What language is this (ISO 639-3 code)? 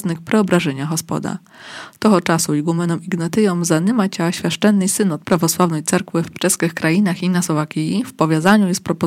rue